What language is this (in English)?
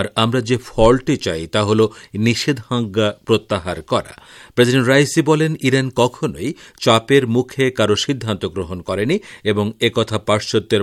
Bangla